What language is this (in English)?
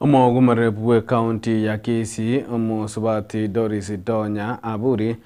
Gusii